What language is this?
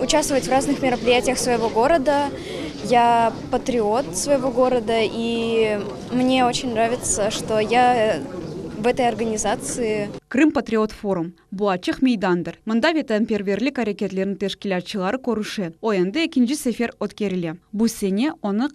Crimean Tatar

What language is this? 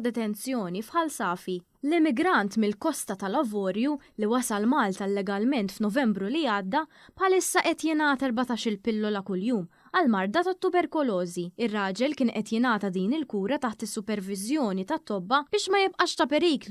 Maltese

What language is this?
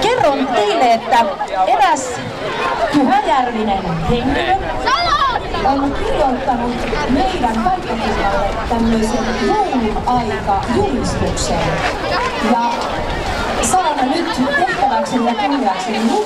Finnish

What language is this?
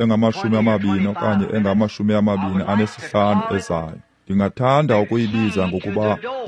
Xhosa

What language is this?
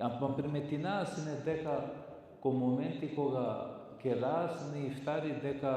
Balkan Romani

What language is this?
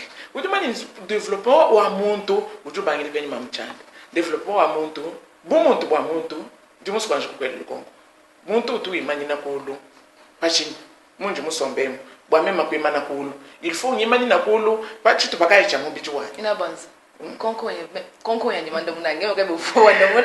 Luba-Lulua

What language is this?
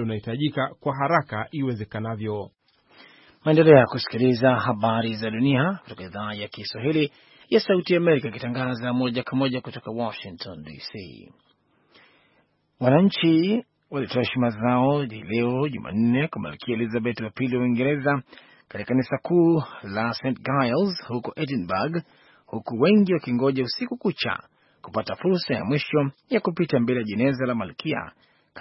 Swahili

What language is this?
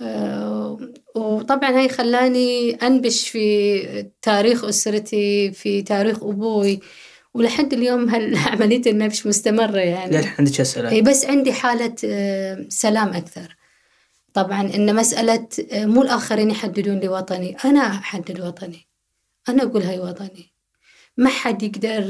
Gulf Arabic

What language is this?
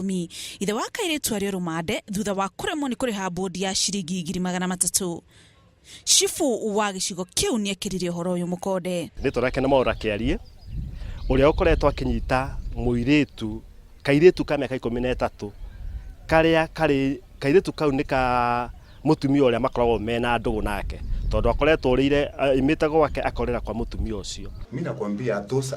Kikuyu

